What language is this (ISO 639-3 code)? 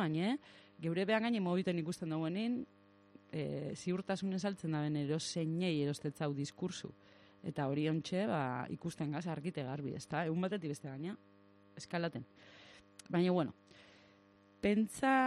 eus